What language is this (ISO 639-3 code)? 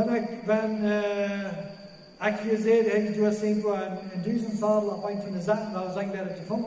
pdt